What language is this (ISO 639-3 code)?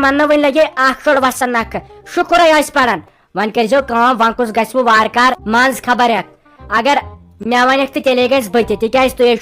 kas